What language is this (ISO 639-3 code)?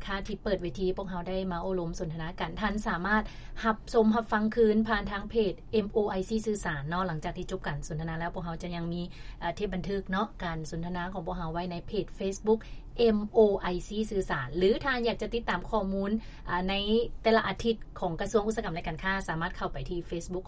lao